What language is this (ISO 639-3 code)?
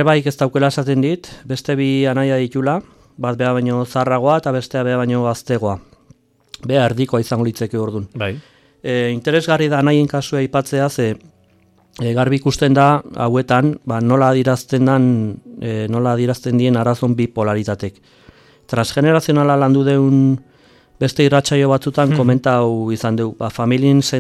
eus